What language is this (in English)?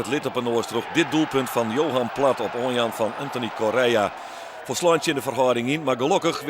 Western Frisian